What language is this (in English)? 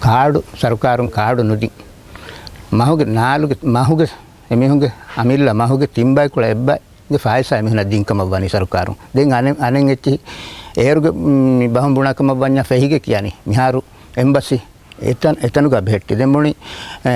Divehi